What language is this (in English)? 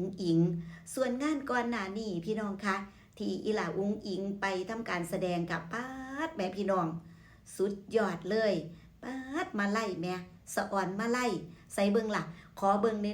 Northeastern Thai